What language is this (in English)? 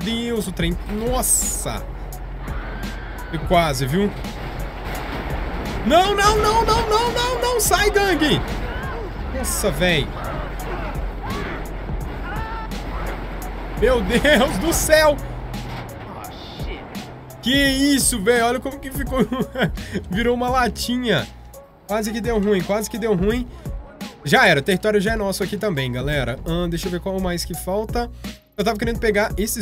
Portuguese